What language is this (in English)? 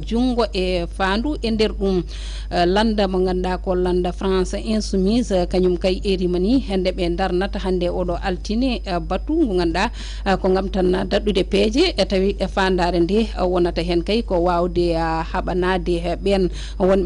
Fula